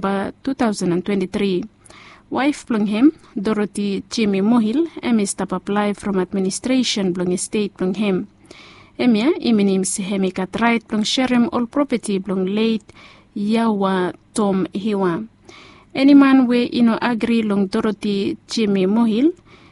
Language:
Bislama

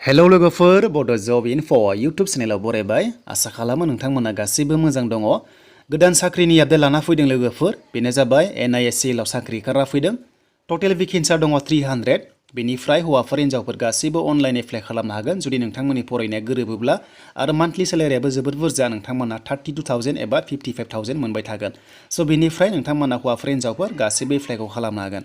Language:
Bodo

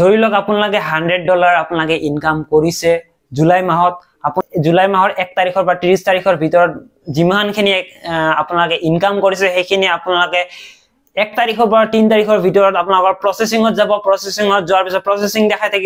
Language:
Assamese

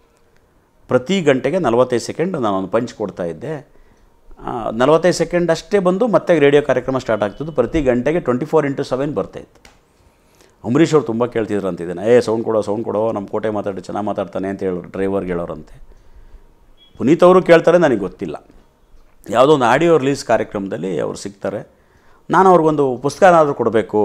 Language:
Kannada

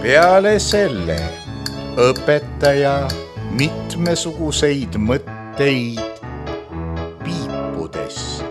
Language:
Estonian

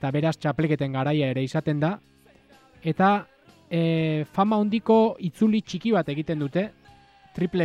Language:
Basque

